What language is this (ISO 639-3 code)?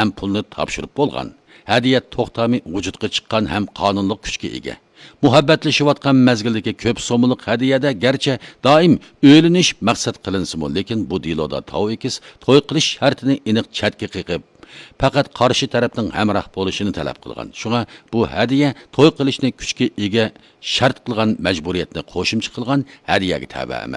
uig